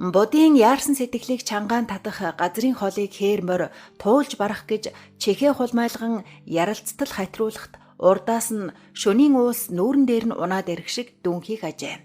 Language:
Mongolian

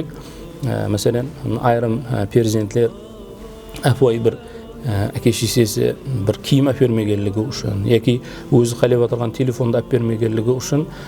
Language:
Kara-Kalpak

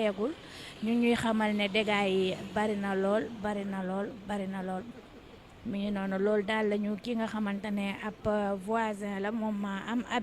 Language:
Wolof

